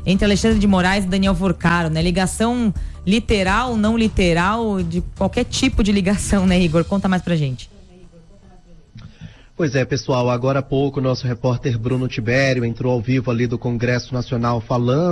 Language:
Portuguese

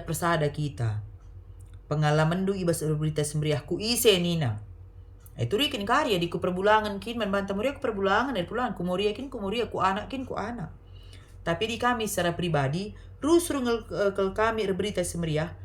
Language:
Batak Karo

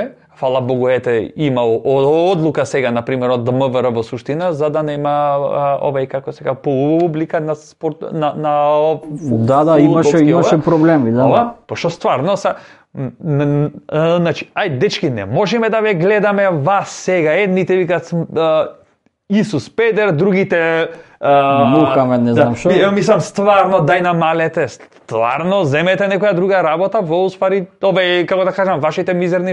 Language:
Macedonian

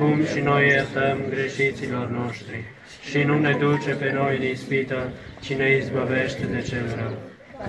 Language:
Romanian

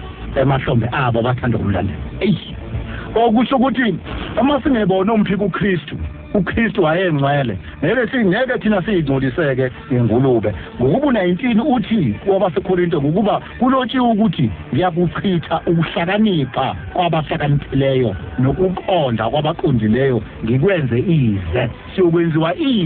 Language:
Zulu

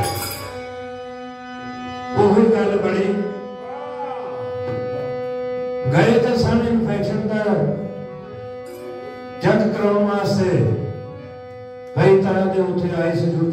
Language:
Punjabi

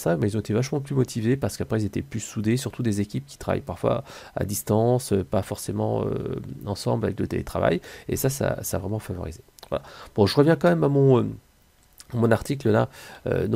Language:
French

